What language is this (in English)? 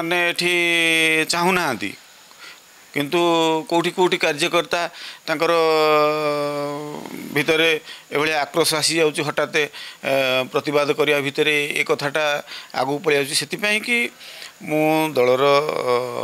Odia